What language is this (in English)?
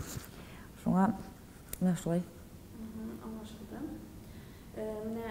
Tatar